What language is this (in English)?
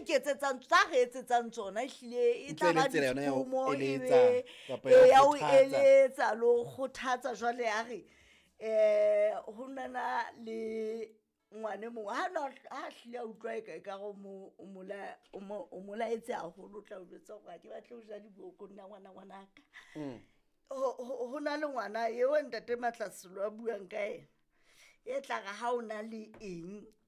Southern Sotho